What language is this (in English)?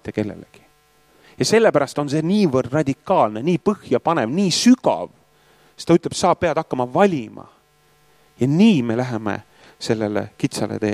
Estonian